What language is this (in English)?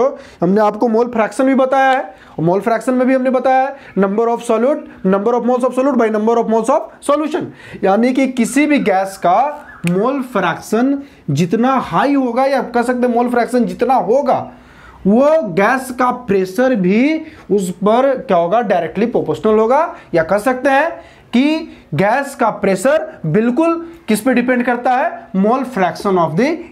Hindi